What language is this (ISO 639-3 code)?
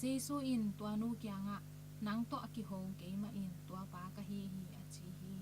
ctd